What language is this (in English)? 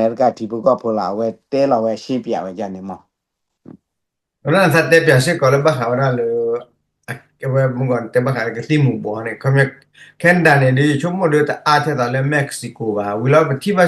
S'gaw Karen